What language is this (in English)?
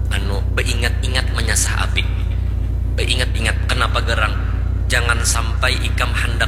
Banjar